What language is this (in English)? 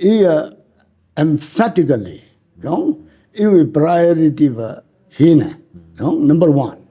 Tangkhul Naga (India)